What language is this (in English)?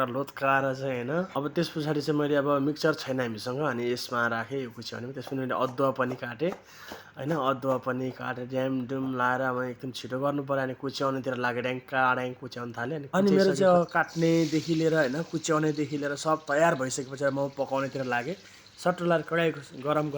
Nepali